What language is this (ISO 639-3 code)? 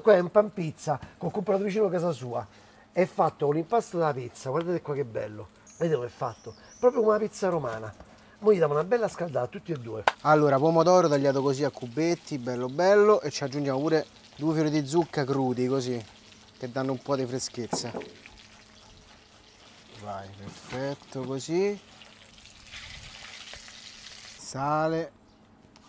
ita